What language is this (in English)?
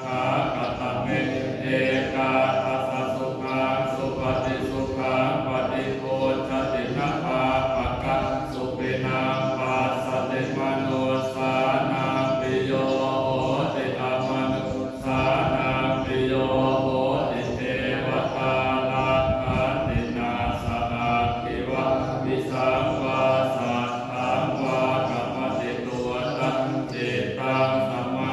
Pali